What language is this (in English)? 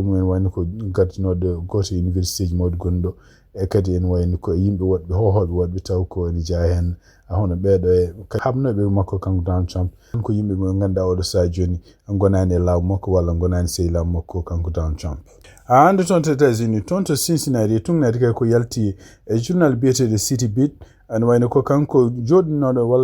Fula